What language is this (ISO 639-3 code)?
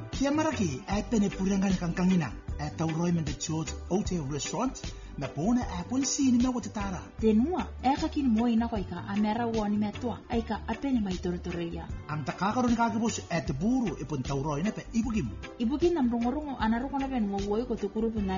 gil